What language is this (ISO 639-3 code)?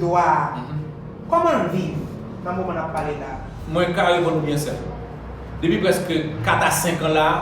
hat